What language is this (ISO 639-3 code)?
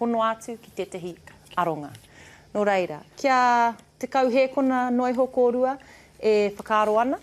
mri